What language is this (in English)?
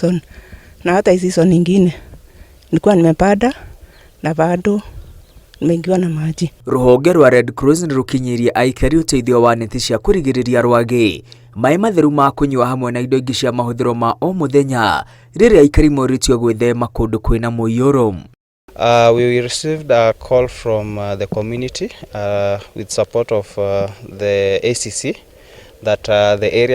Kikuyu